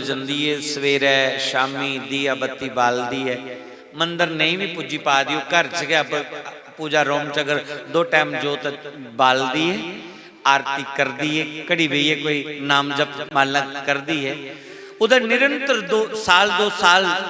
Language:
Dogri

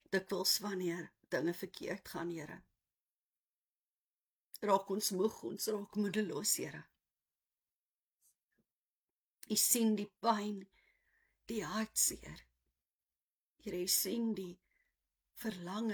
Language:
Afrikaans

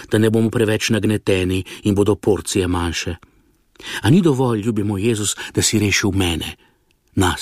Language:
Slovenian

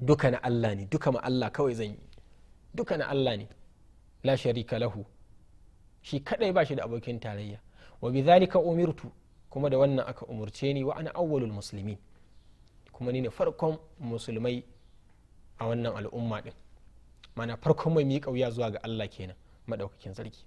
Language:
Hausa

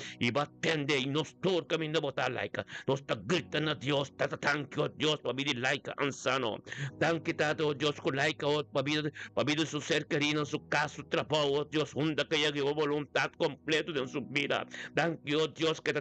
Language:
Papiamento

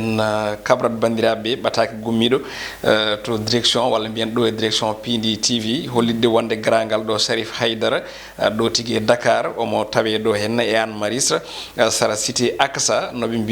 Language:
Fula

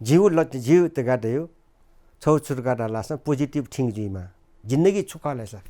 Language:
Newari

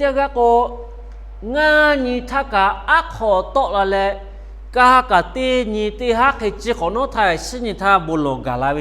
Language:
Lahu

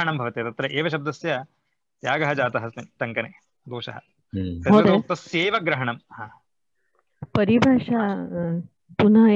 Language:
Sanskrit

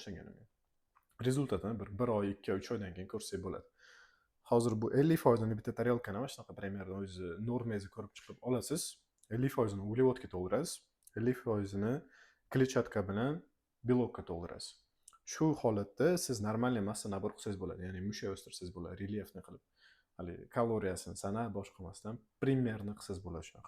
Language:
Uzbek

